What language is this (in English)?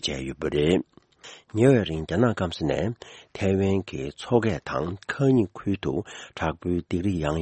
Tibetan